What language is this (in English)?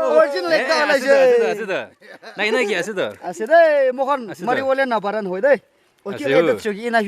Naga Pidgin